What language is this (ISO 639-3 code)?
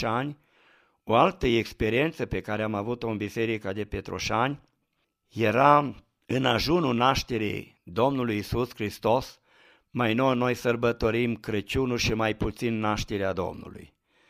ron